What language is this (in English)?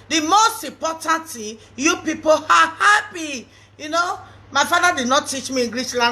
Nigerian Pidgin